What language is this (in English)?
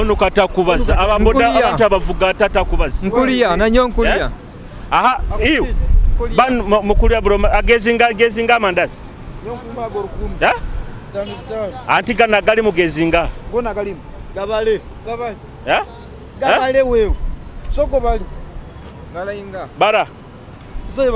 Nyoro